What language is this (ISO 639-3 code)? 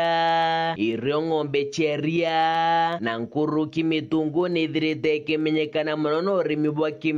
mer